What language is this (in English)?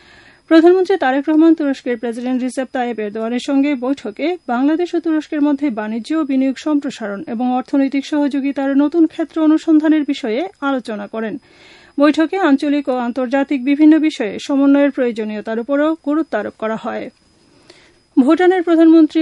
Bangla